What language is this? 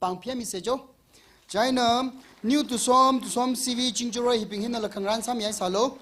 Tangkhul Naga (India)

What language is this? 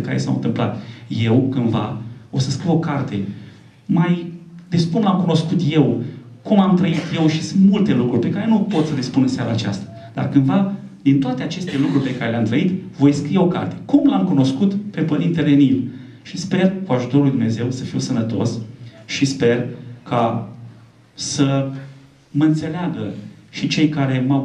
Romanian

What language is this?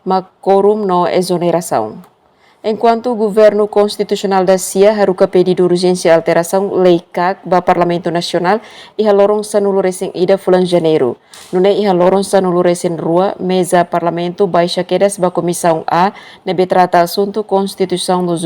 Tetum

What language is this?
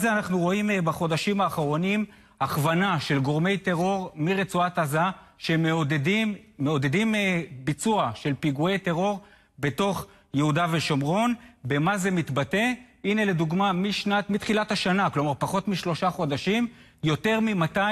Hebrew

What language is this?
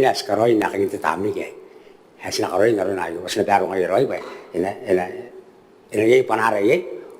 Gilbertese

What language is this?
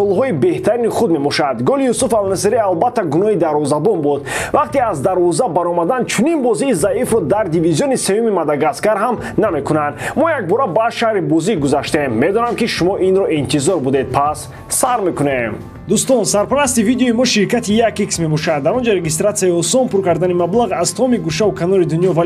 Tajik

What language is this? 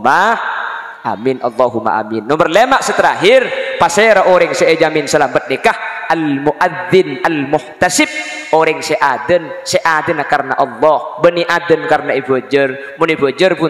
Madurese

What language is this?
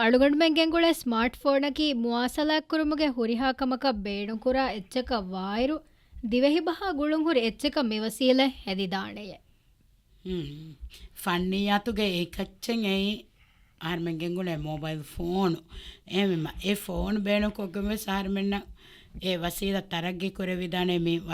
Divehi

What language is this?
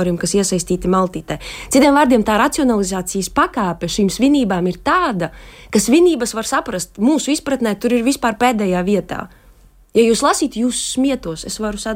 Latvian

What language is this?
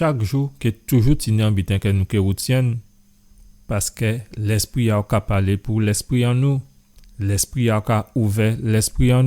Guadeloupean Creole French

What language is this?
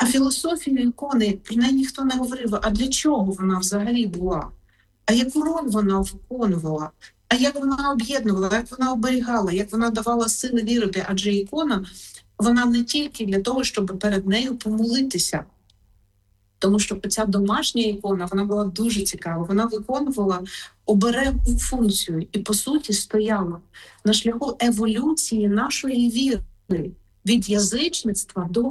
Ukrainian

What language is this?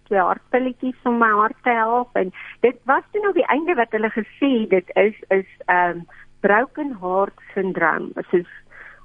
Afrikaans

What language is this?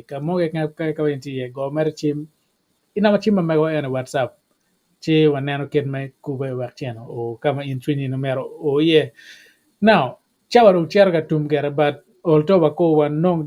Acoli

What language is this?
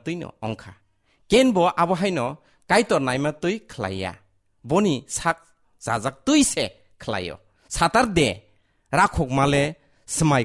Kok Borok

